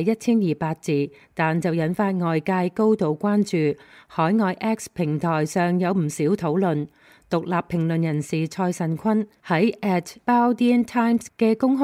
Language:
Cantonese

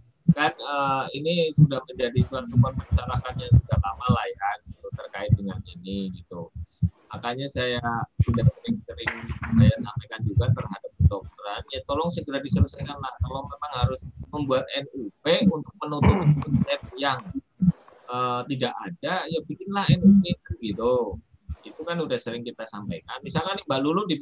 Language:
Indonesian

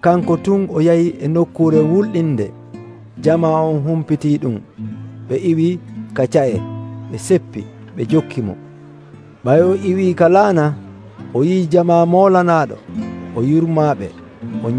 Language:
Nigerian Fulfulde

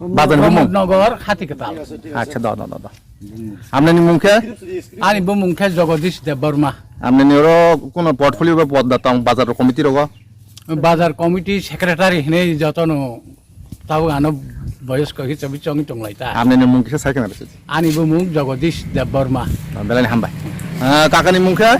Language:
Riang (India)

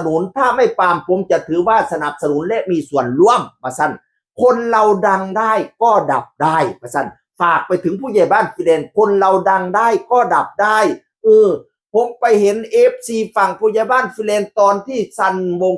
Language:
Northeastern Thai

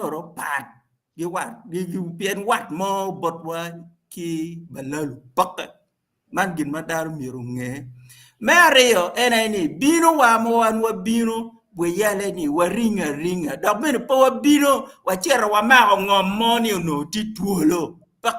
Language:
Acoli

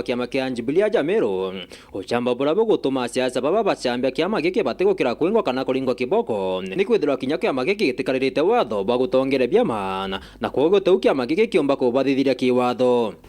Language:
Meru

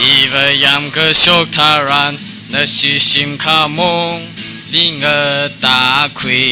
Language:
Tangkhul Naga (India)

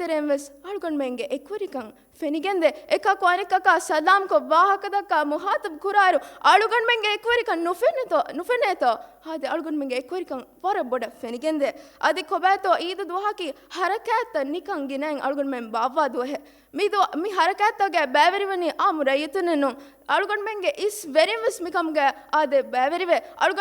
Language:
Divehi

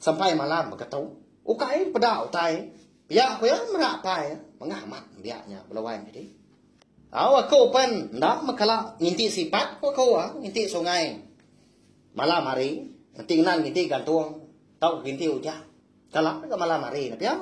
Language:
Iban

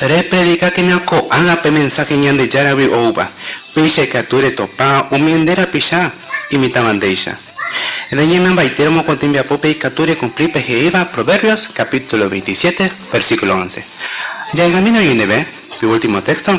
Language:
Guarani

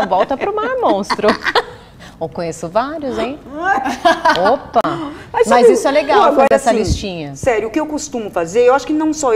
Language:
Portuguese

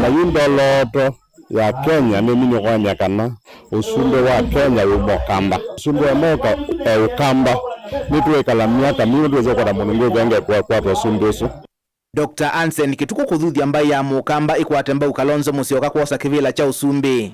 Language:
Kamba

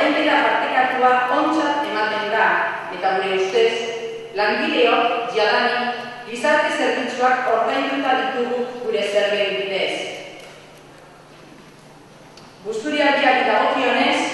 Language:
Basque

